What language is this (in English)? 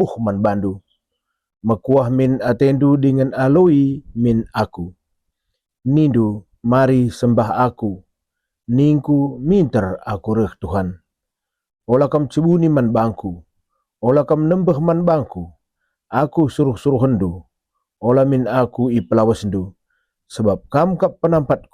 Batak Karo